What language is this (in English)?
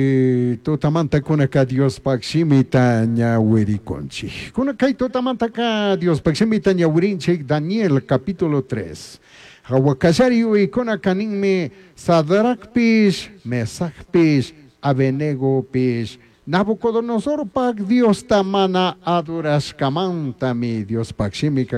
Chimborazo Highland Quichua